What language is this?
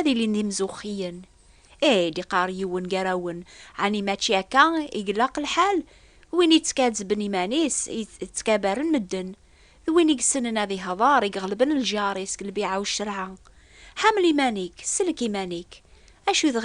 Kabyle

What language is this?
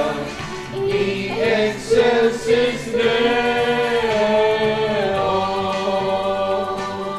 Japanese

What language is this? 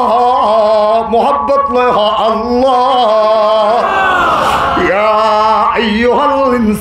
Rohingya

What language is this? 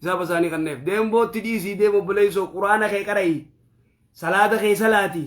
Oromo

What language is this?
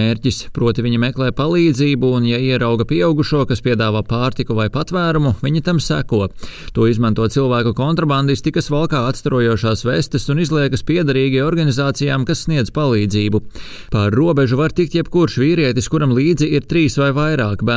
Latvian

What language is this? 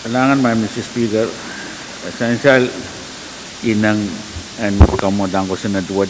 Pohnpeian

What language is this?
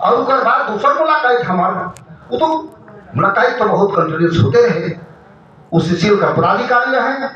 Sadri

